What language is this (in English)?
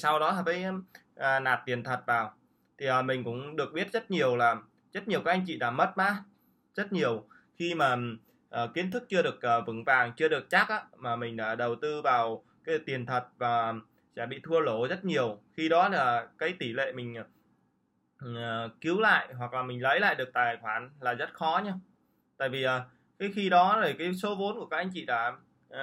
Vietnamese